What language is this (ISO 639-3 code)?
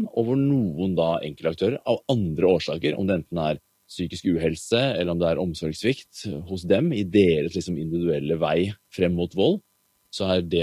nor